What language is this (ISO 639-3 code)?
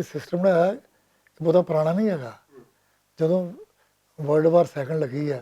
lah